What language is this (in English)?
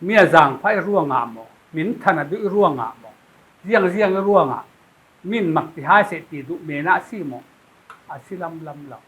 Falam Chin